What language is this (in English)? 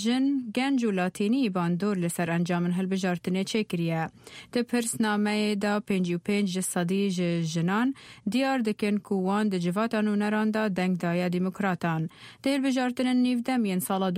Kurdish